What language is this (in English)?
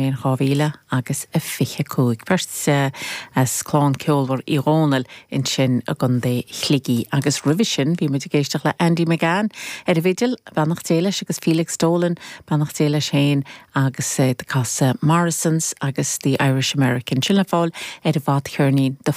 Irish